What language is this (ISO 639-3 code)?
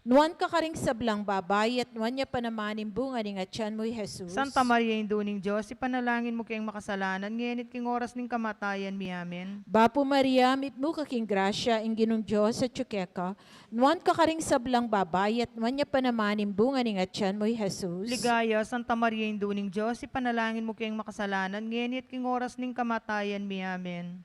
pam